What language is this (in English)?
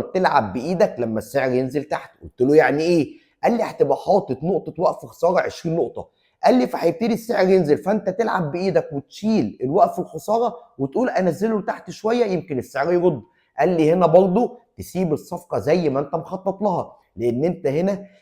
Egyptian Arabic